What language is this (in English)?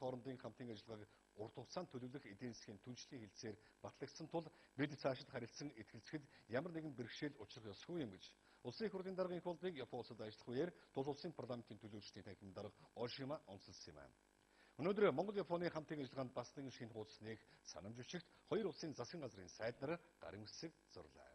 Mongolian